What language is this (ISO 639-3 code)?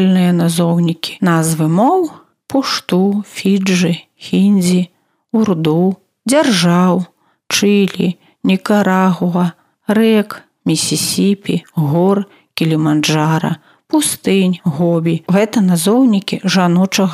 bel